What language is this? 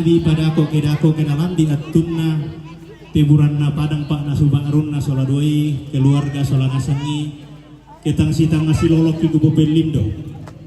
Toraja-Sa'dan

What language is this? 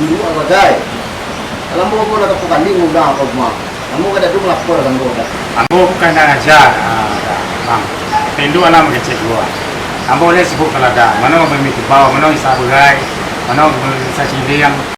Minangkabau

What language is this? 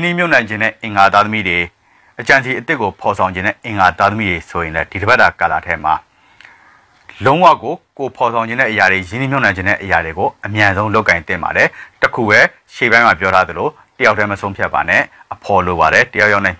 Burmese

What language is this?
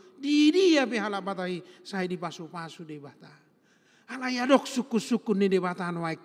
Batak Toba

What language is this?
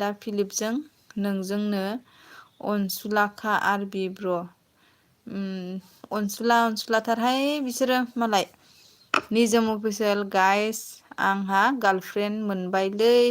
Bodo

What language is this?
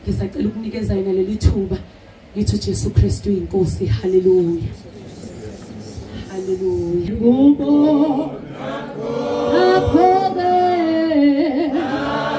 Zulu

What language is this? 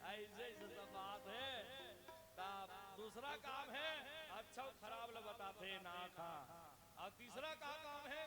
Chhattisgarhi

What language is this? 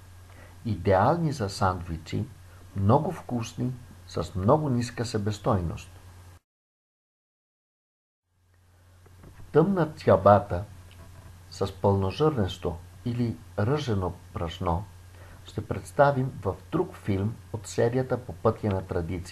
Bulgarian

